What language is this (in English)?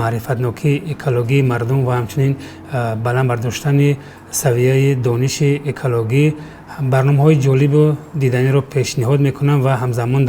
Tajik